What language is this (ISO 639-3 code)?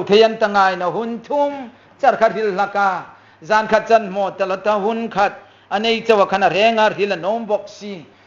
hmr